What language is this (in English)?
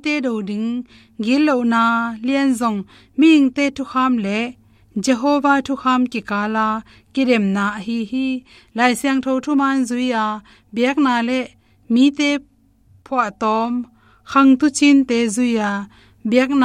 Tedim Chin